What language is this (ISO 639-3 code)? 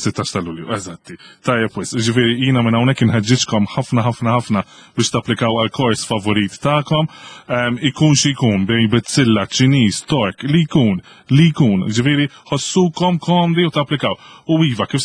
mlt